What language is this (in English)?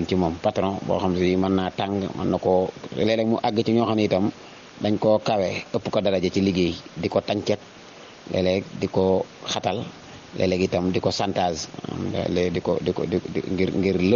Wolof